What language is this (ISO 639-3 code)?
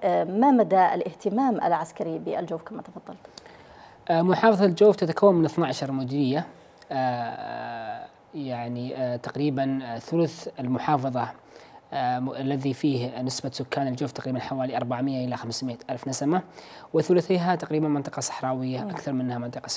ara